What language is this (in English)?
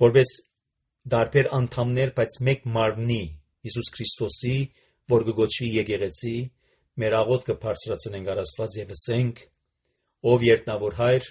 Armenian